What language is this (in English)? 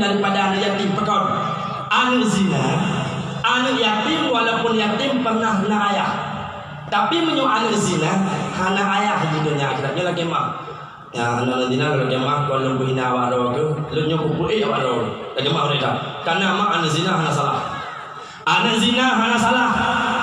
Achinese